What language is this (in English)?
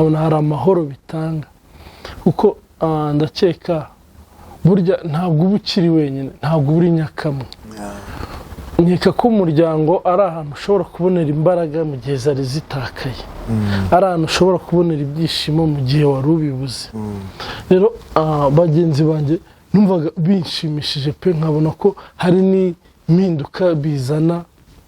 Kinyarwanda